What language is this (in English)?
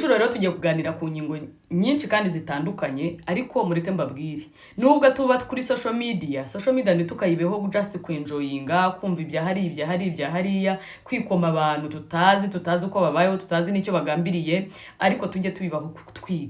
Kinyarwanda